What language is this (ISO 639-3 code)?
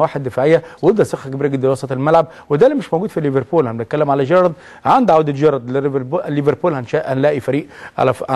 arz